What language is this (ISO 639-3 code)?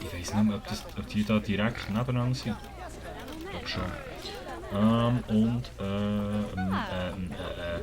gsw